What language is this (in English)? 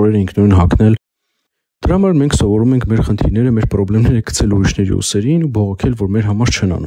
Armenian